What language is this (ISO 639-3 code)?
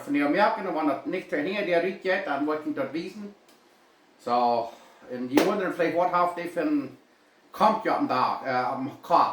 pdt